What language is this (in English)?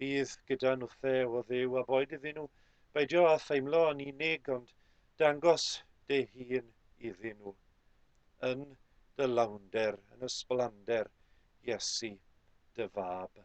Welsh